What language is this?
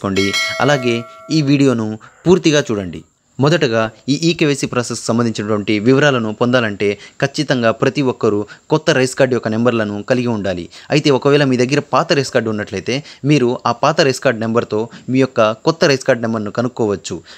Telugu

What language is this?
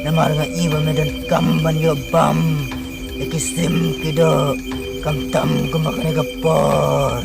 Khasi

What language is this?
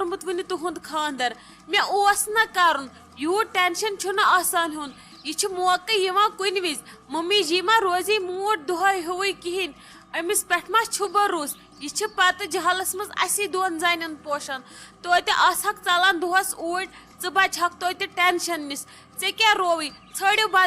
Kashmiri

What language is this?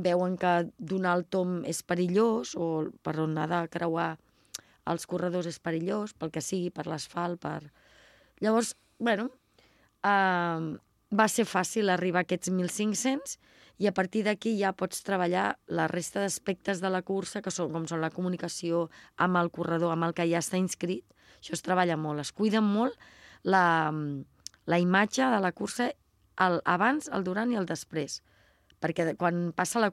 Catalan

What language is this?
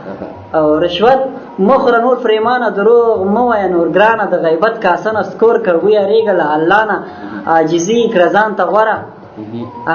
Pashto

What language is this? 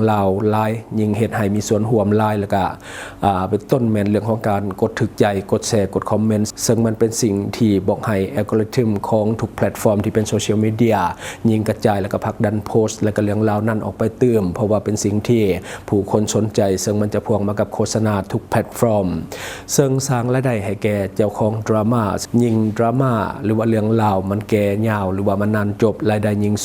Lao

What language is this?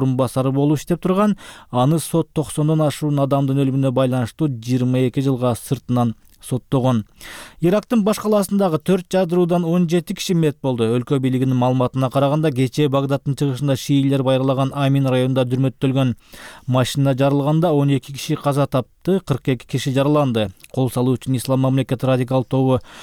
Kyrgyz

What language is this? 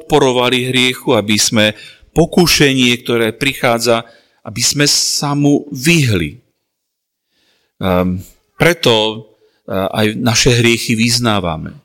Slovak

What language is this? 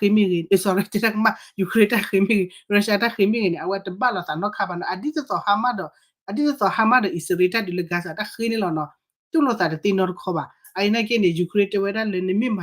S'gaw Karen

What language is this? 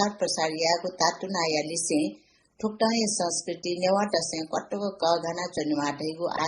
Newari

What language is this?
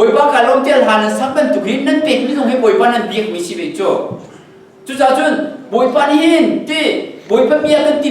Hakha Chin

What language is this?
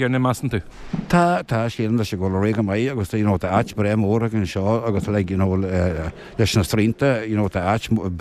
Irish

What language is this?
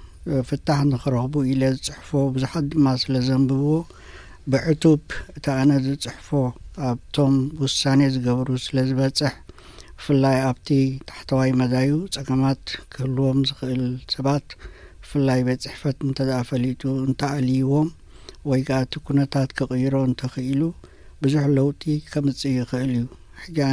Tigrinya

